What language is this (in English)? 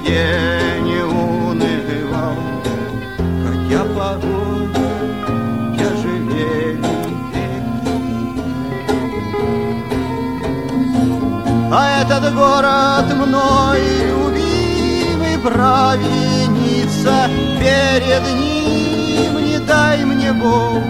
Russian